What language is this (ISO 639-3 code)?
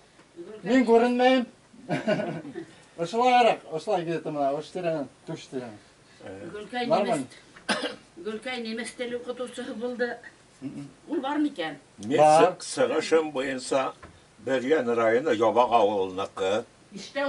bak